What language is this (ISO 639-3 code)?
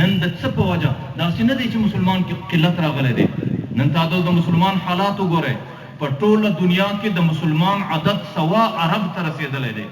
pus